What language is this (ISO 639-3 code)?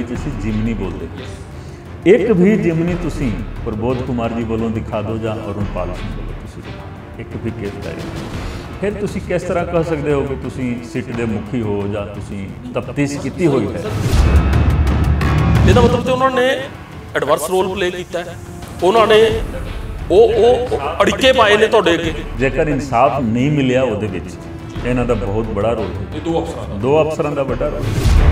pan